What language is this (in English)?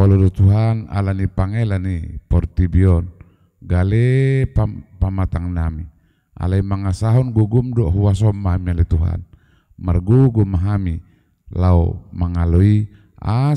Batak Toba